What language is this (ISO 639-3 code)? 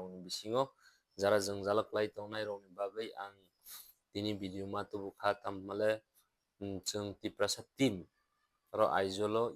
trp